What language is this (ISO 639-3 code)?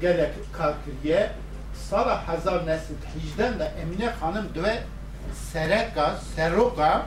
kur